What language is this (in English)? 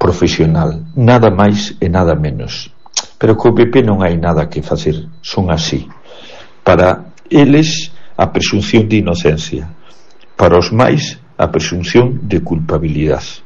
Galician